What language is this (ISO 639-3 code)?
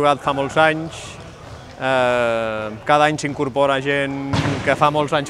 cat